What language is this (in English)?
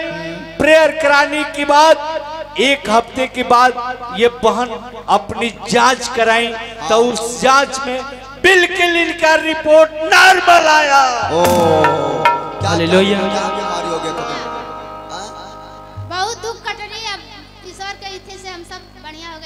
Hindi